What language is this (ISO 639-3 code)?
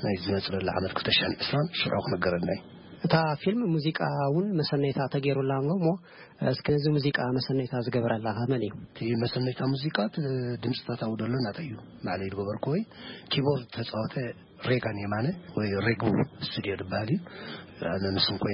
tir